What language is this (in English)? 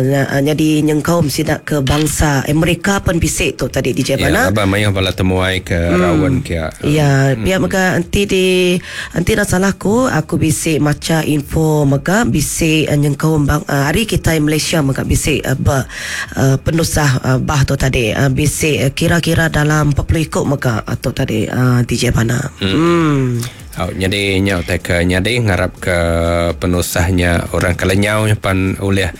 Iban